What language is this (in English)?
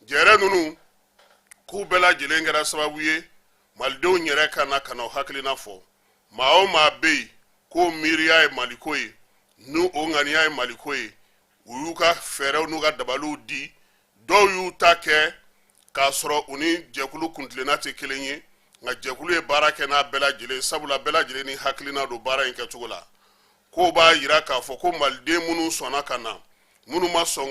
Bambara